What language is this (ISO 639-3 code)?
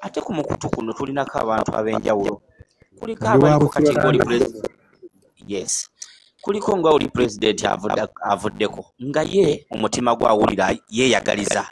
lug